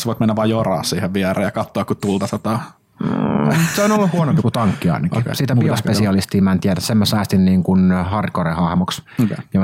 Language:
Finnish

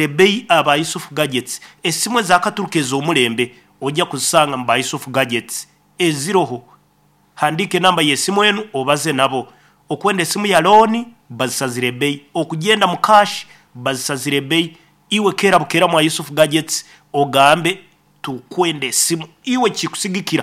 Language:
Nyankole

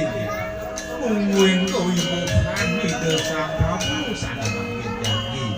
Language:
Balinese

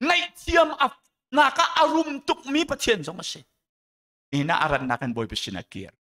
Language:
Hakha Chin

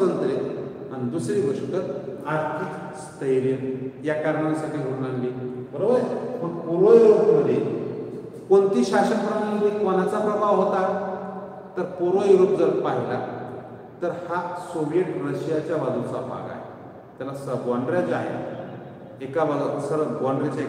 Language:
Marathi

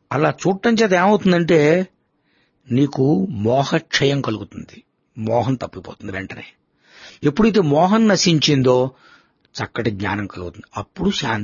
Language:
Telugu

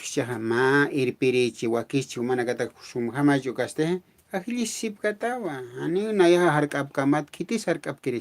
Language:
Aymara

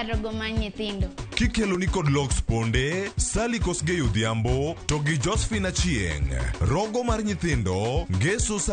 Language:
Luo (Kenya and Tanzania)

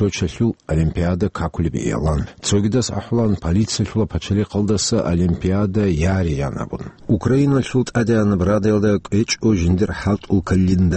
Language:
Avaric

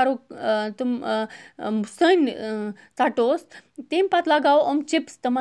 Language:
Kashmiri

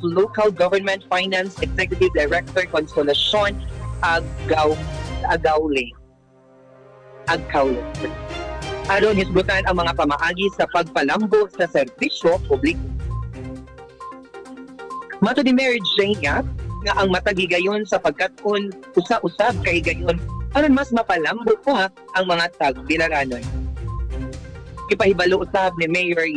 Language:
Cebuano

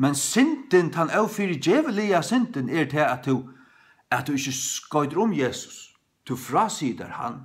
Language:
Faroese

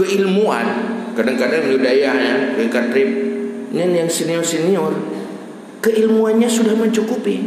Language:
Achinese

